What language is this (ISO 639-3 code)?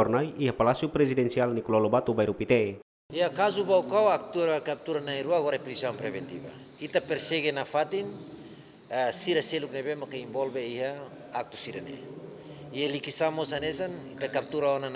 tet